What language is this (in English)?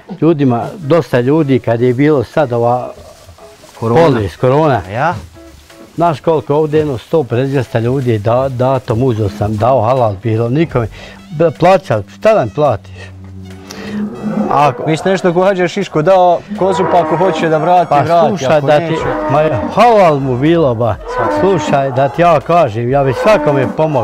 Bosnian